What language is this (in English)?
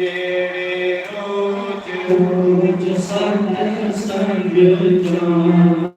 Dogri